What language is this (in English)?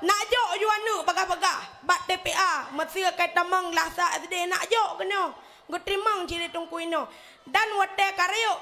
Achinese